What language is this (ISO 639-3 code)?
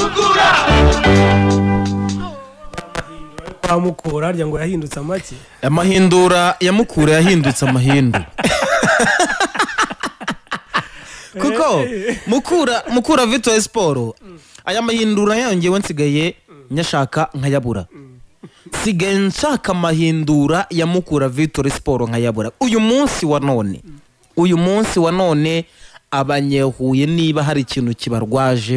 kin